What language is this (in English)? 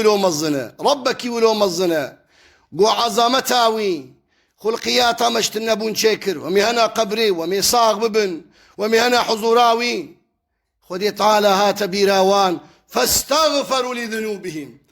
Kurdish